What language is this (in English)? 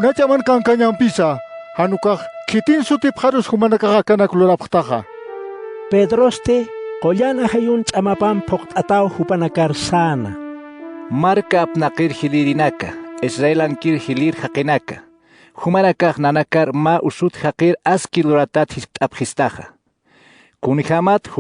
Aymara